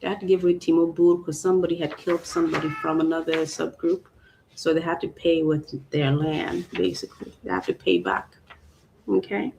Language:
Acoli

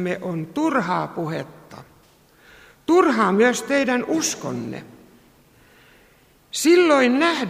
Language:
Finnish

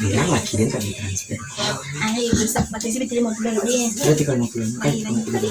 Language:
Minangkabau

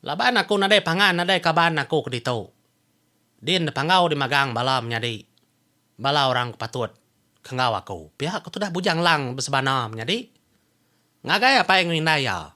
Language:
Iban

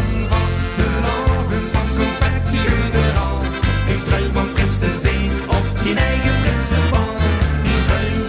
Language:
Limburgish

